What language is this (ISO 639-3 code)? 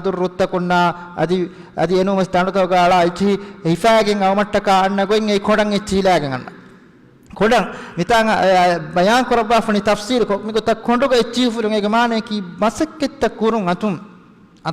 div